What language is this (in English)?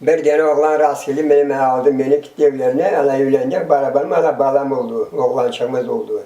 Crimean Tatar